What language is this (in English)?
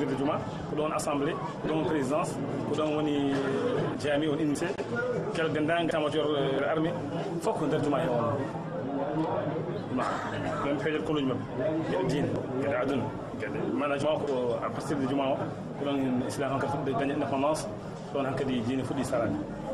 Fula